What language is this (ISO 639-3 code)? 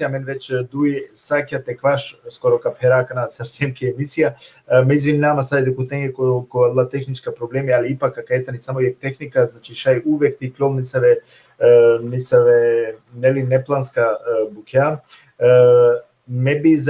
rmn